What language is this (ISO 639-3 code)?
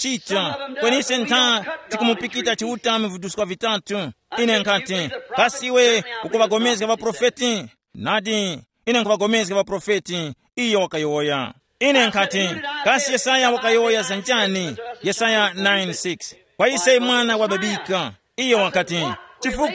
tum